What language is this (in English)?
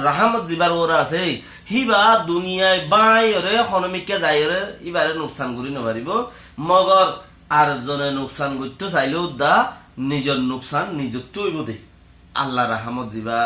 Rohingya